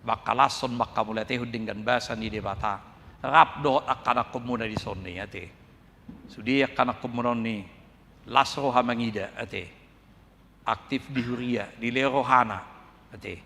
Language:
Batak Toba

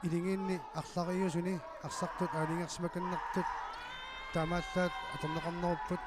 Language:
Kalaallisut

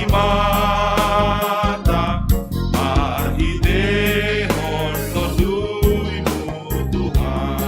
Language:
Batak Simalungun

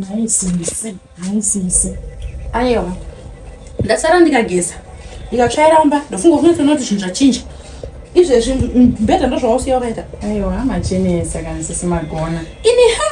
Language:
Shona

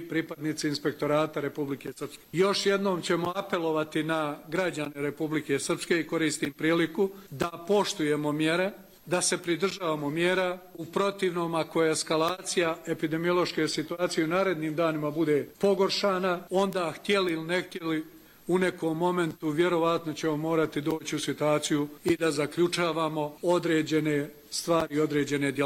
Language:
Croatian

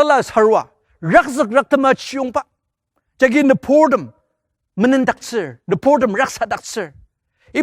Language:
Ao Naga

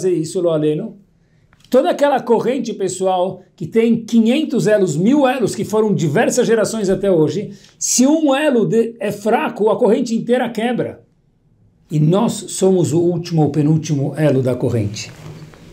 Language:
Portuguese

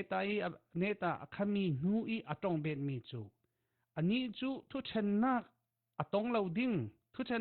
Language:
Falam Chin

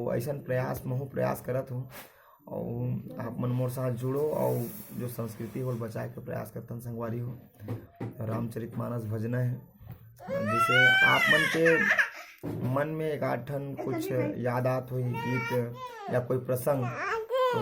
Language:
Chhattisgarhi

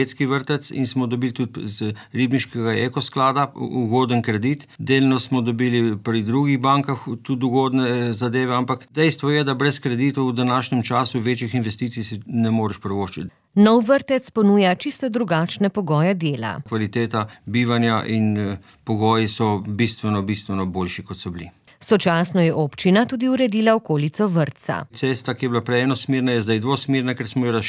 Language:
Slovenian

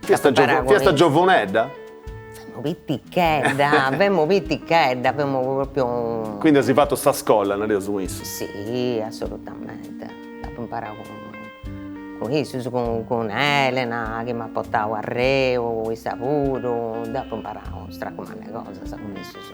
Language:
Sardinian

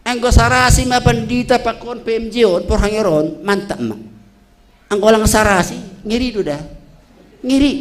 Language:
Batak Simalungun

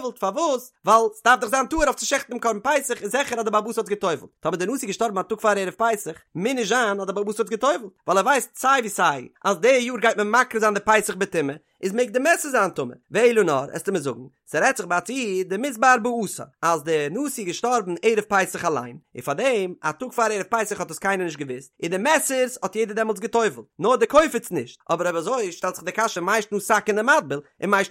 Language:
Yiddish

